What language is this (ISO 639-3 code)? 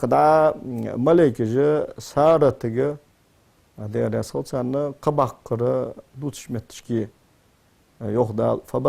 inh